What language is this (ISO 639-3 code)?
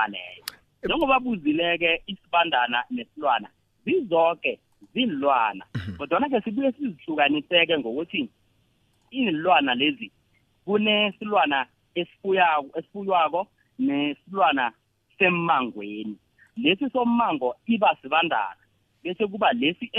nbl